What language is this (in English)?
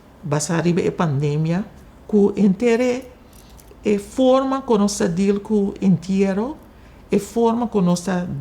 Papiamento